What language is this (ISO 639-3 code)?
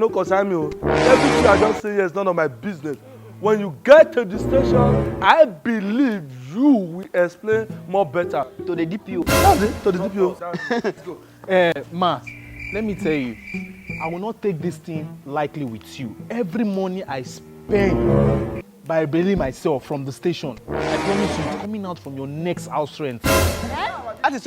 pcm